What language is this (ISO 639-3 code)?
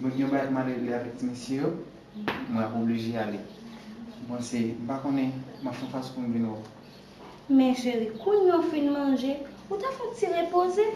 hat